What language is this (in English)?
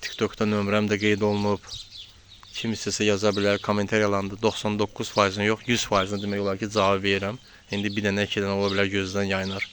Azerbaijani